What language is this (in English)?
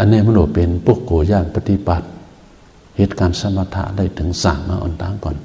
Shan